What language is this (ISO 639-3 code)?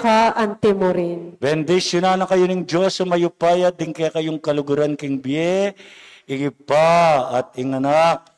pam